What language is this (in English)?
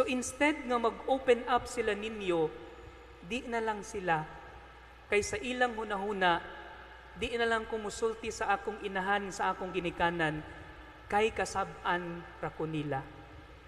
Cebuano